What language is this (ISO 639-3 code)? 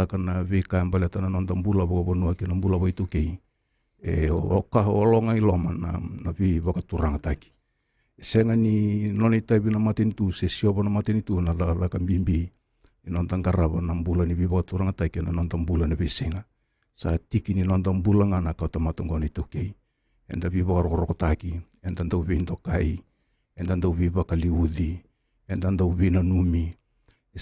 fij